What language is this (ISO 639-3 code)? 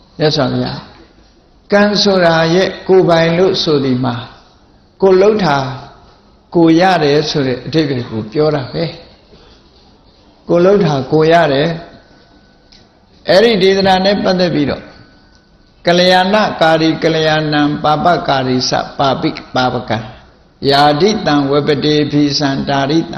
mya